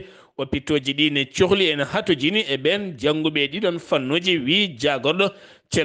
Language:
Fula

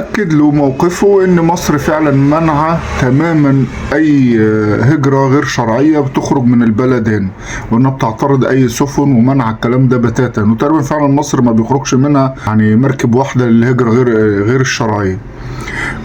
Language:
Egyptian Arabic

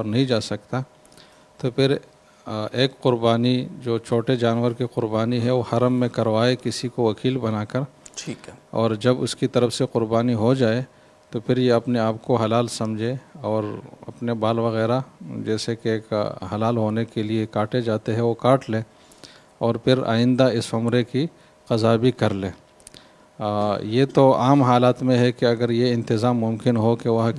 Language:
Urdu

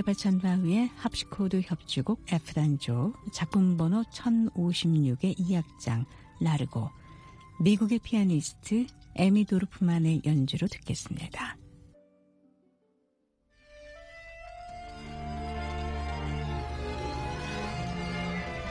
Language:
Korean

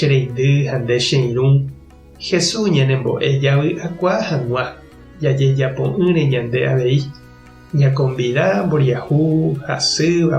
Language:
Guarani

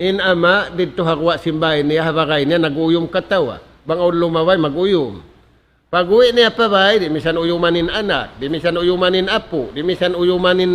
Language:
Tausug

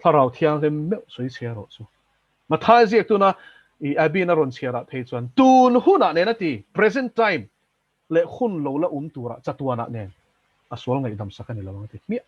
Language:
Mizo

